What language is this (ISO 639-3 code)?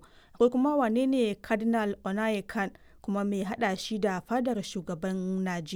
hau